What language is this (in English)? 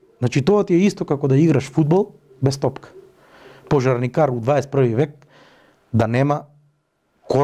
Macedonian